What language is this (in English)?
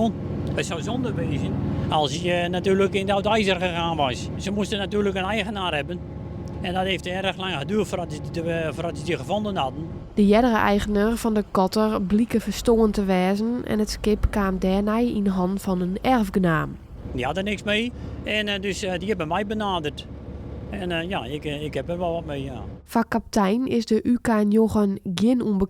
Western Frisian